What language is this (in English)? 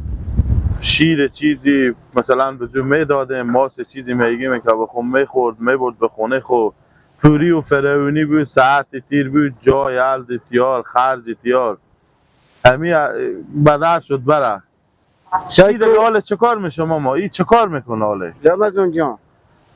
Persian